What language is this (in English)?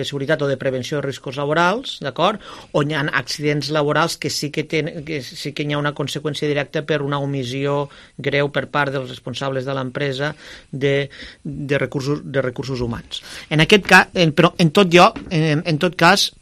Catalan